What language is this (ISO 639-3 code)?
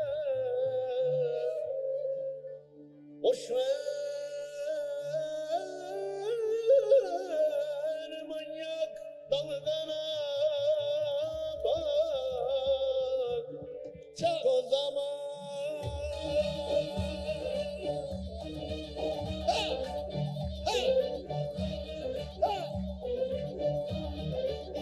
tur